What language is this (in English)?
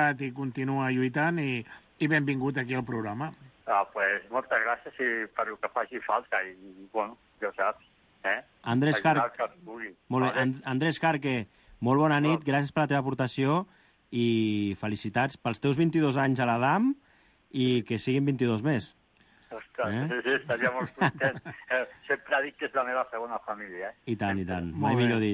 Catalan